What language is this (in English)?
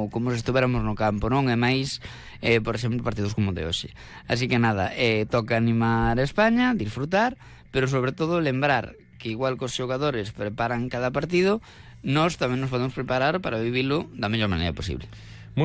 Galician